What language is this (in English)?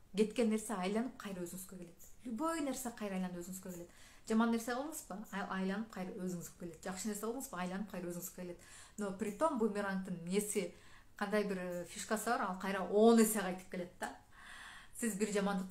Kyrgyz